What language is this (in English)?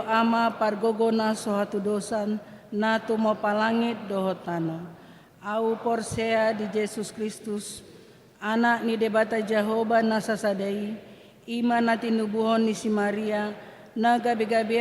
Batak Toba